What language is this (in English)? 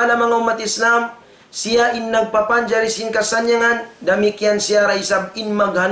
Tausug